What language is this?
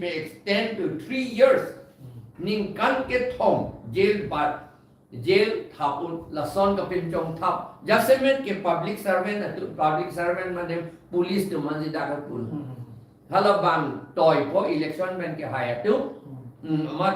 Karbi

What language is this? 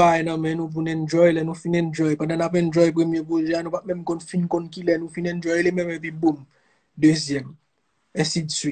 Haitian Creole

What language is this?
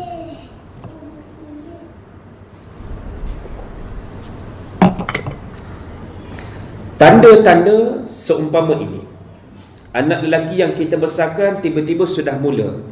Malay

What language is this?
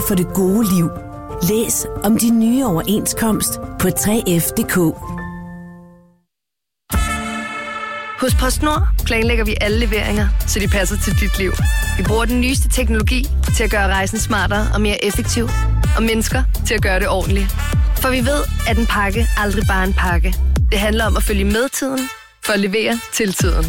Danish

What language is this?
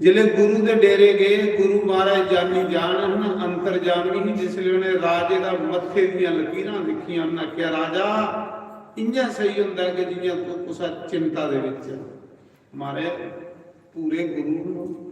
Dogri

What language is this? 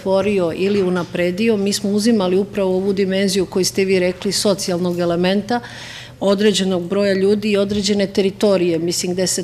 Serbian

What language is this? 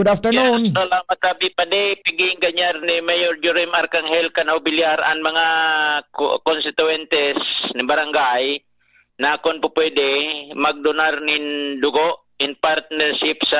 Bikol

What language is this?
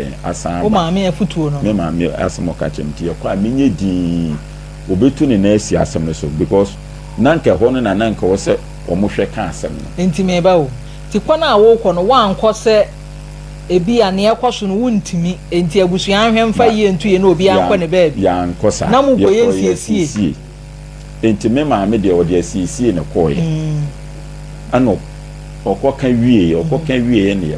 Akan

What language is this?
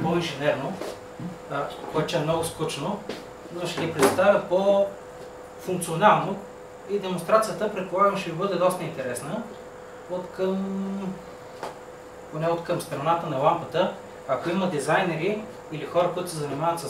Bulgarian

